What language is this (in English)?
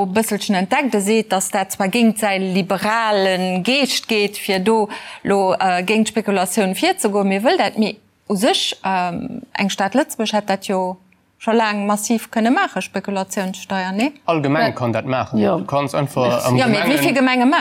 Luxembourgish